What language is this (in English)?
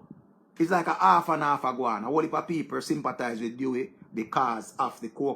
Jamaican Creole English